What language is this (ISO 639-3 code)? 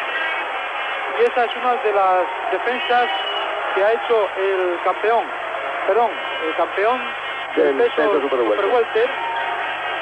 spa